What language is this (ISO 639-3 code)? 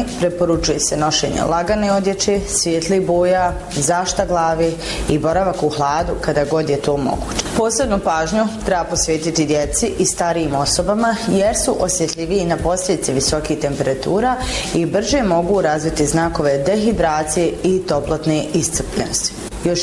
bos